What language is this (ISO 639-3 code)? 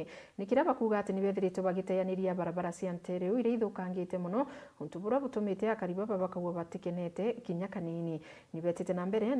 mer